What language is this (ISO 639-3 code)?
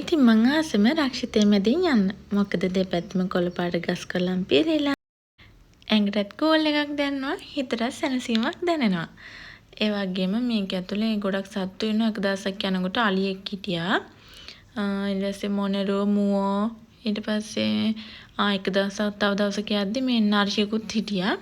sin